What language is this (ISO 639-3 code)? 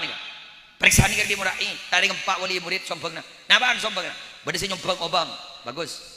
mad